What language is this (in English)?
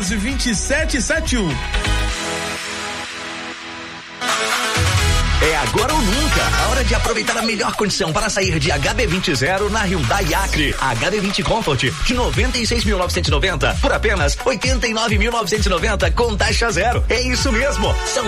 Portuguese